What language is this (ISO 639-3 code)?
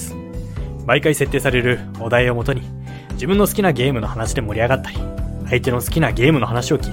jpn